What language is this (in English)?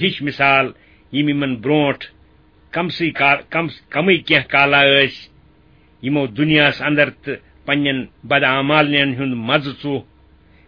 Kashmiri